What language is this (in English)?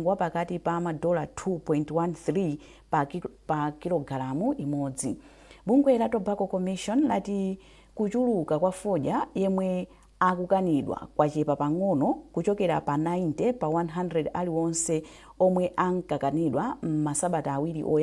Nyanja